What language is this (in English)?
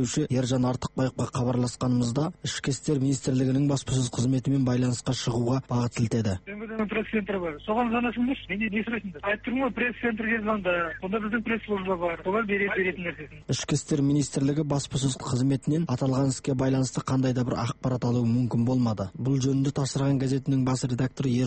Kazakh